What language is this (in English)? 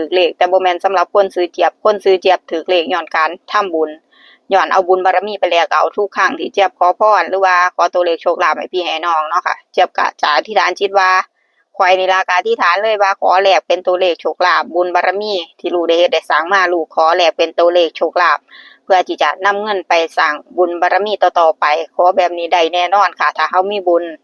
Northeastern Thai